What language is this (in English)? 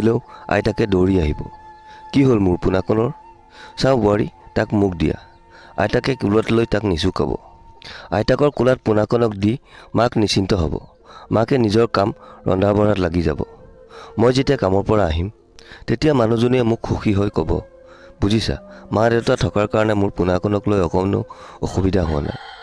Assamese